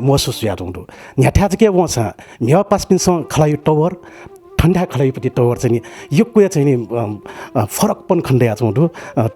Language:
Newari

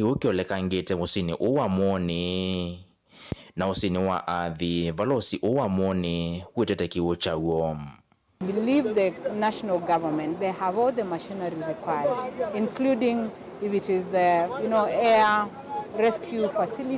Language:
Kamba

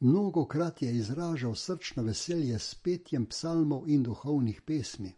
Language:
Slovenian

